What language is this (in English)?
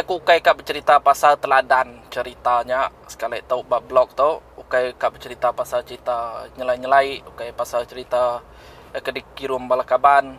Iban